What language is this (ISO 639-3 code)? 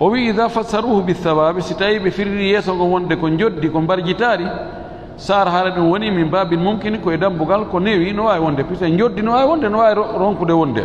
ful